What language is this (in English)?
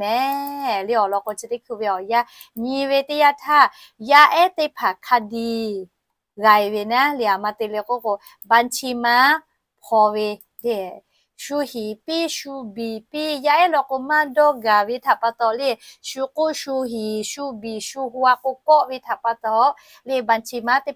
Lahu